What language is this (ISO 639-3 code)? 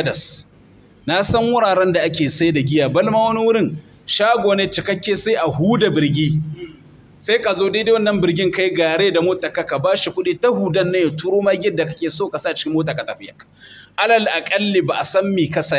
hau